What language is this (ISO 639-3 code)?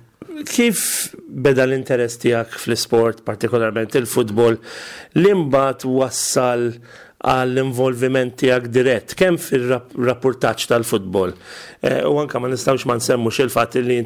mlt